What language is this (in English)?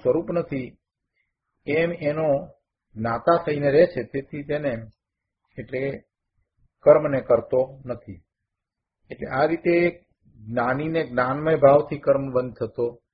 Gujarati